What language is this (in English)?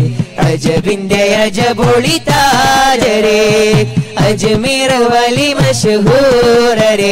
Malayalam